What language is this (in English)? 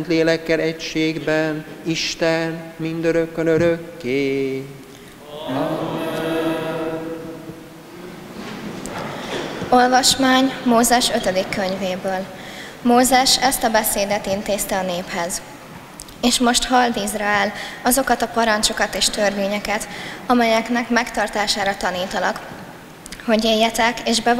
Hungarian